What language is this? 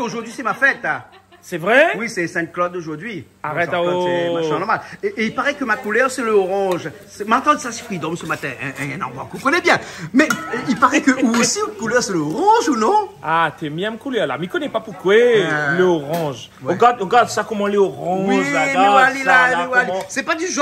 Réunion Creole French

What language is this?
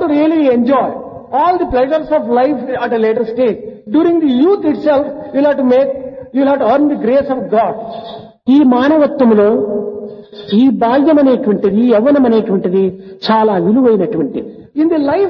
Telugu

